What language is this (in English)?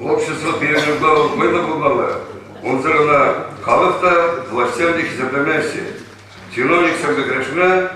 Chuvash